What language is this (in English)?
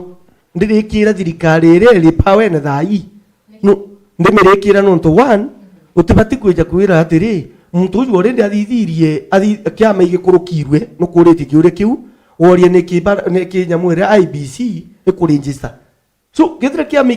Meru